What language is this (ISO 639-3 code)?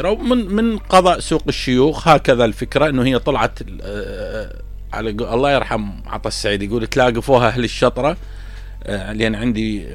acm